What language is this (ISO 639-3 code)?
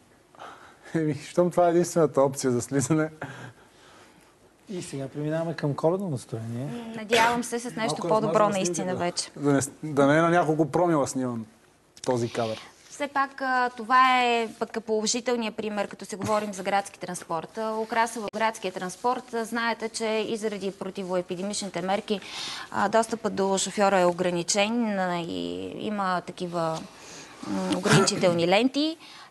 bul